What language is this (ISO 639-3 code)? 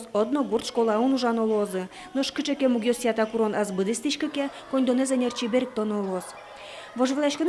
udm